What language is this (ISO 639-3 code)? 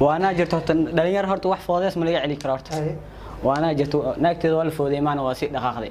som